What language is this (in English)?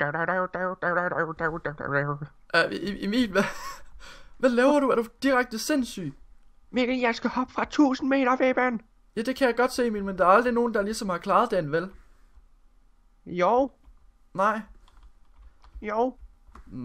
Danish